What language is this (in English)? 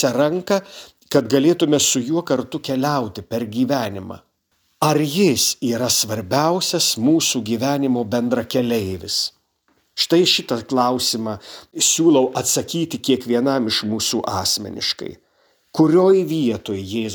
Lithuanian